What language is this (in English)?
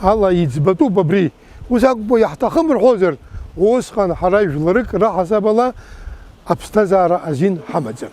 Abkhazian